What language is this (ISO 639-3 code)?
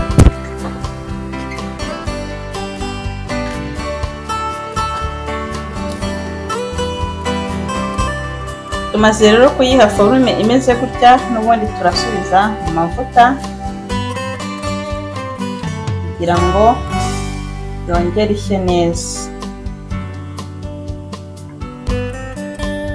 kin